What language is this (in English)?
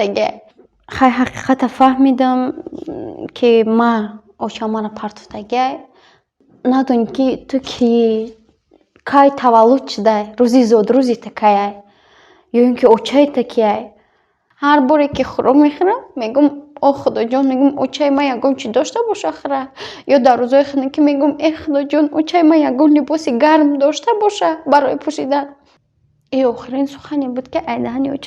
Tajik